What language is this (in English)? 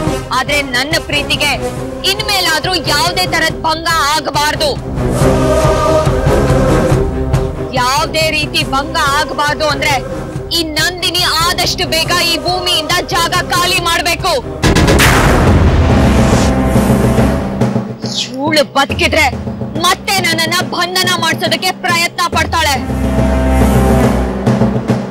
Kannada